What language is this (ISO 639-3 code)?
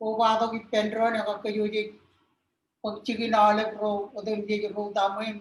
mah